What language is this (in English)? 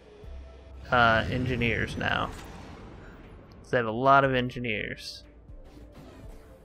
English